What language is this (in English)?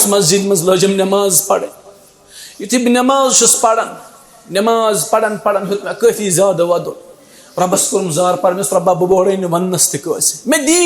Kashmiri